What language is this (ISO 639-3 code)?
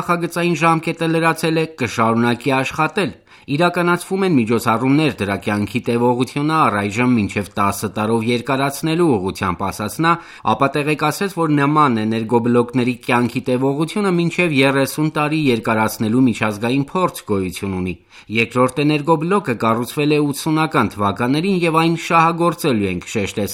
hye